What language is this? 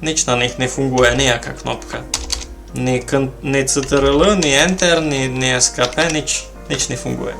Rusyn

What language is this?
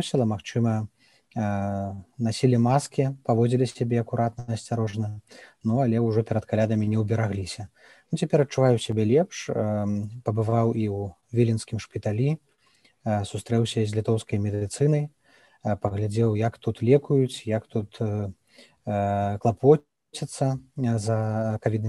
Belarusian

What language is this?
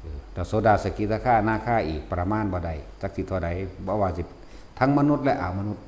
Northeastern Thai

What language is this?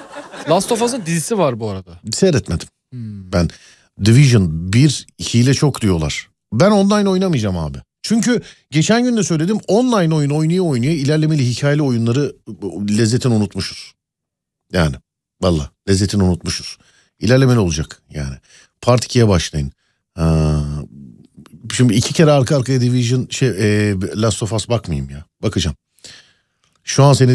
Turkish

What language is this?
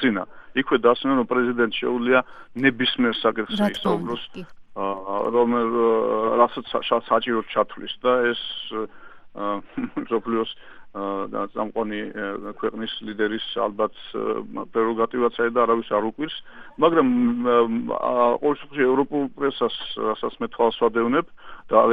Georgian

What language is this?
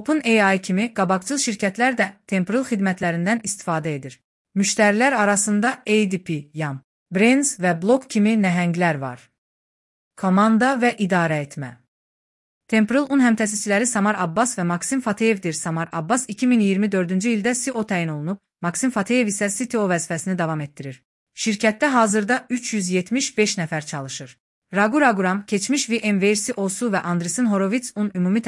Azerbaijani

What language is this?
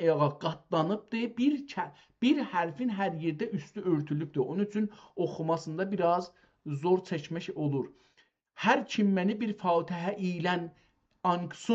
South Azerbaijani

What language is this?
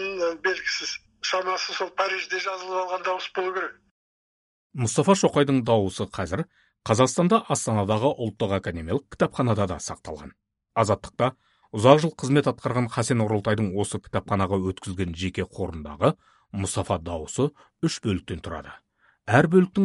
Kazakh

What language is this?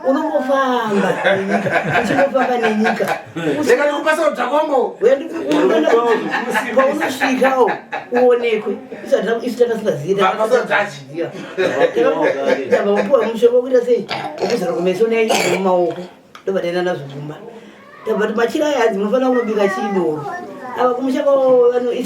Shona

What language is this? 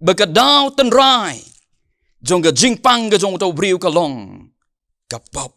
Khasi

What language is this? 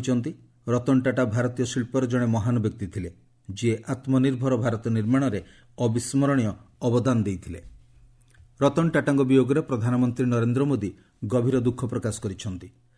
Odia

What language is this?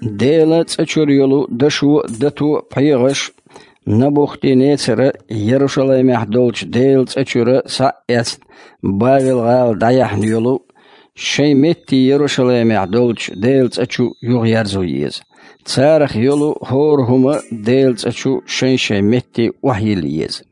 Chechen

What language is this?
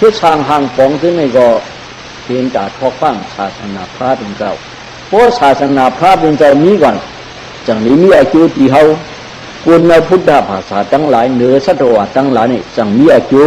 Shan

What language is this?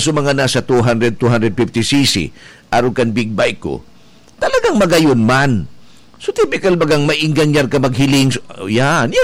Bikol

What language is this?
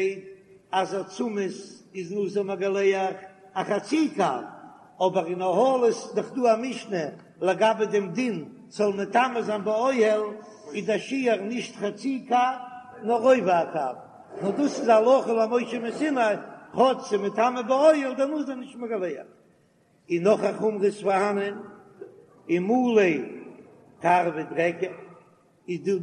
Yiddish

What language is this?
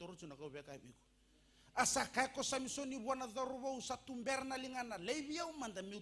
Fijian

